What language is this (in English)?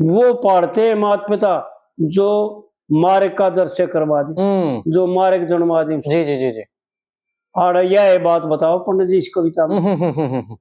Haryanvi